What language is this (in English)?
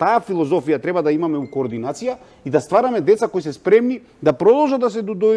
Macedonian